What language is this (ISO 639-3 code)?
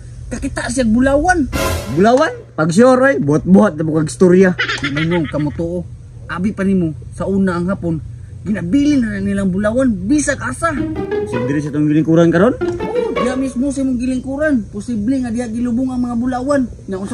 ceb